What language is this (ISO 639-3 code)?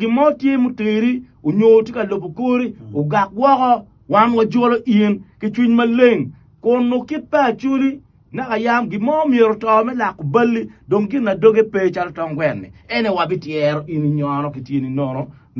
ach